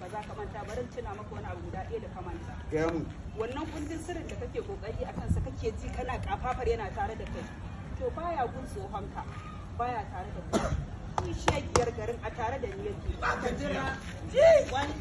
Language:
Hausa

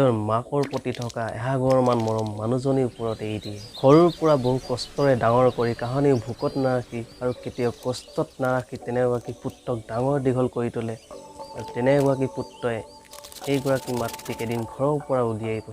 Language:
Assamese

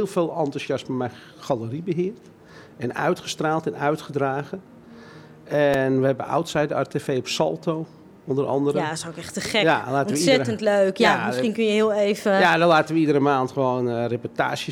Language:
Dutch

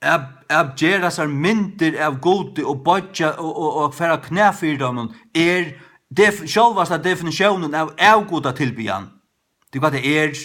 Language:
Faroese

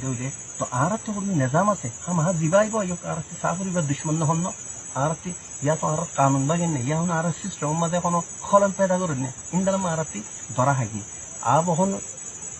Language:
Rohingya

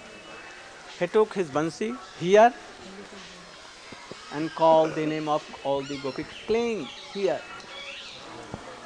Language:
Hindi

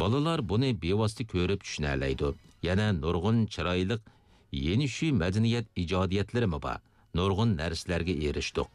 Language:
Uyghur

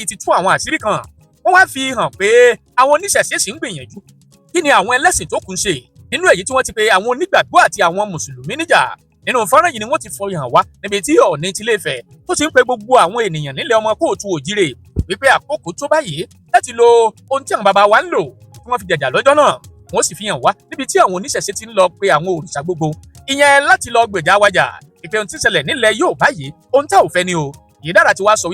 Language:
Yoruba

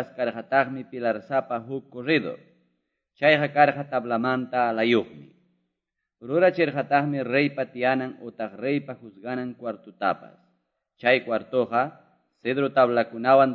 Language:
Quechua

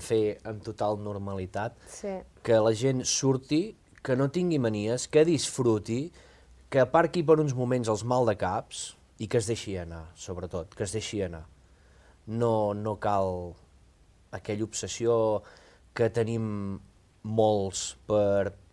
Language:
Catalan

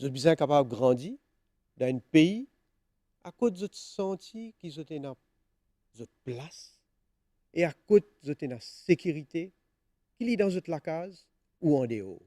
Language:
Morisyen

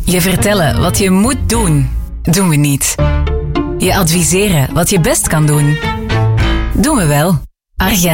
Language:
Dutch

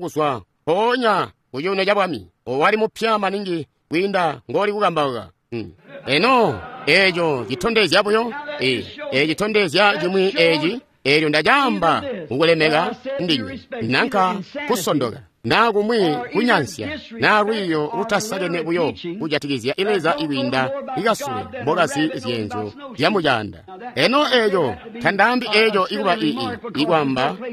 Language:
Tonga (Zambia)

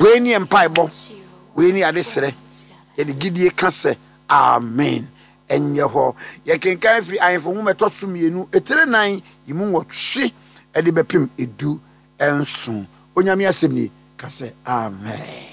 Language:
Akan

